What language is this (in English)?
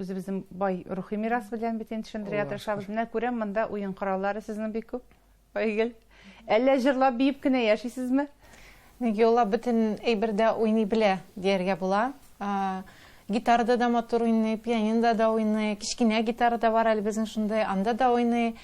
Tatar